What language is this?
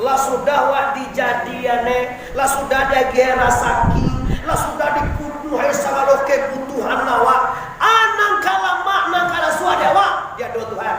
Minangkabau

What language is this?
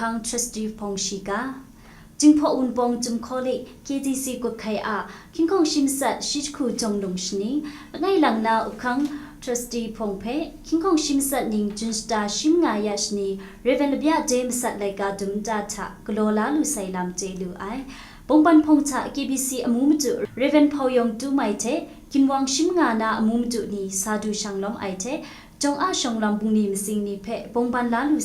Kachin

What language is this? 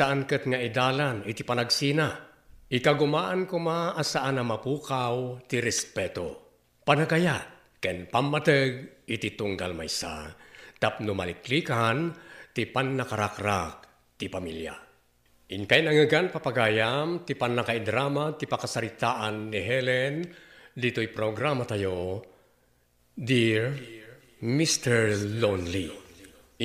Iloko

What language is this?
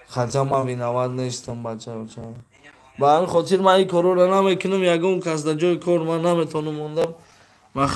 Tajik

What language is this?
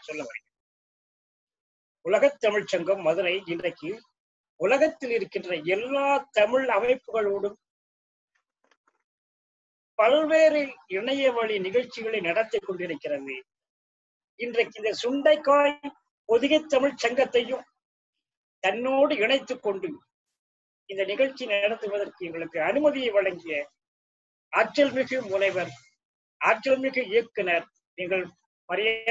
Tamil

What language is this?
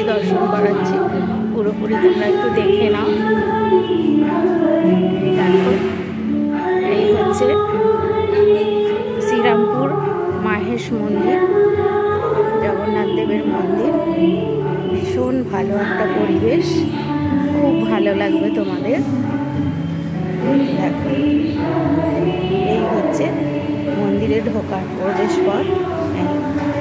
Bangla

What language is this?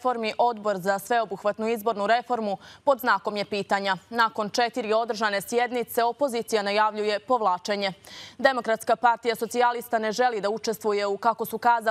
Serbian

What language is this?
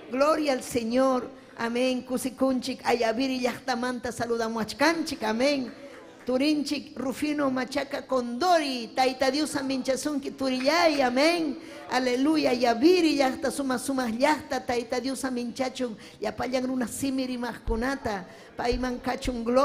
Ayacucho Quechua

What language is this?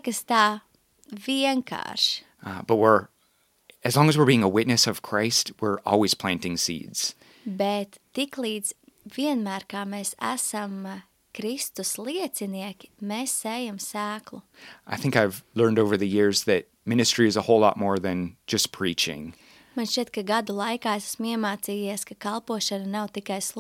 Latvian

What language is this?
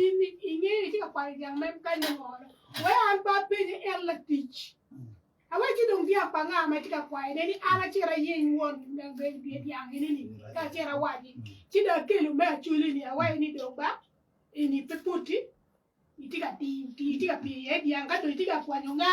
Acoli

